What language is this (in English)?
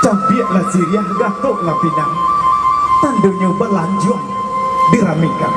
Minangkabau